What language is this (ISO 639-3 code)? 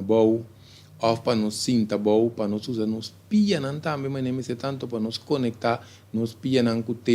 pap